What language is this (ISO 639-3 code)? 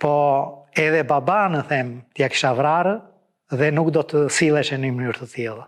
sqi